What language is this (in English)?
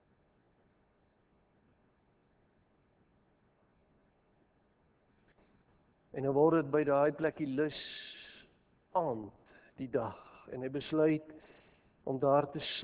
Afrikaans